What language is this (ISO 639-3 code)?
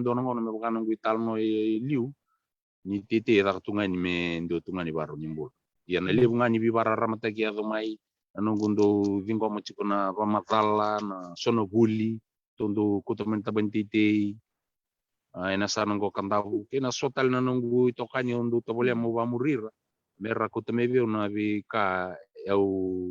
fij